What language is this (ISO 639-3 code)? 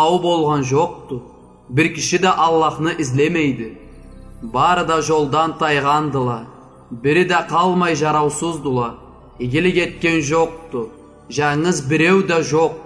krc